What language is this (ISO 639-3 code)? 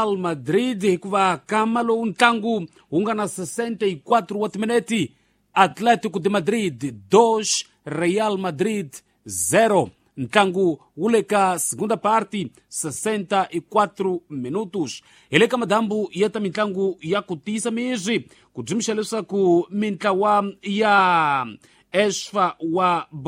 tso